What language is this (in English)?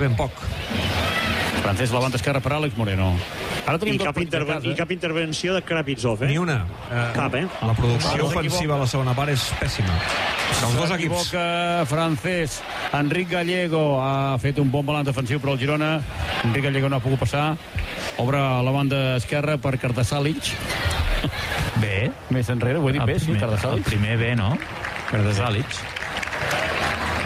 Catalan